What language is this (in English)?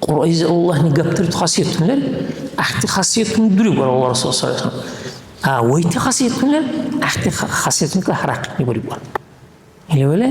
Dargwa